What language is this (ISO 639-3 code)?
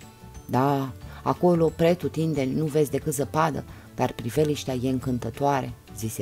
ron